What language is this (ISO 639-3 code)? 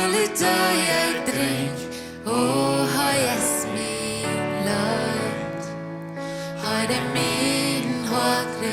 pdt